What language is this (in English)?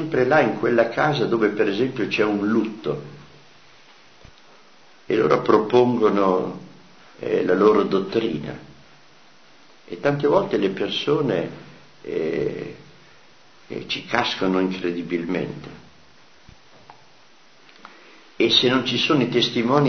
Italian